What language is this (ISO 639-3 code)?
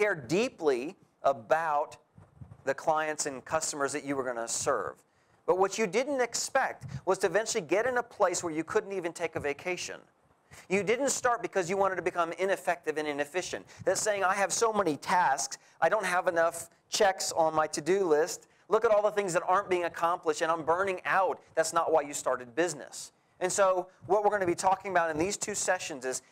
eng